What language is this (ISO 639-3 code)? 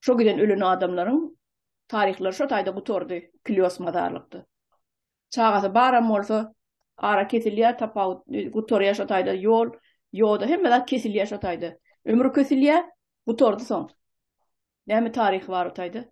tuk